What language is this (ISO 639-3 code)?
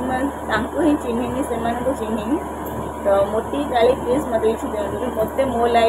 ori